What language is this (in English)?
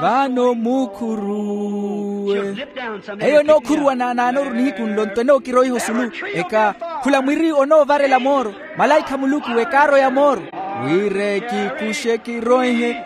Makhuwa